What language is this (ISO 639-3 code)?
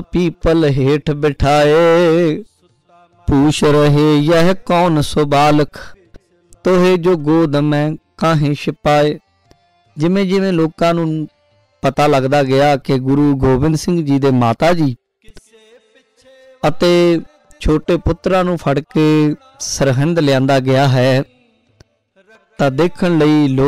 pan